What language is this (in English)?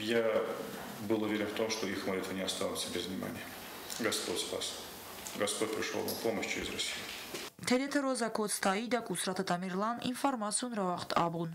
Ossetic